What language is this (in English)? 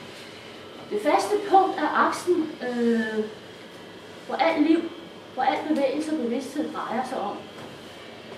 Danish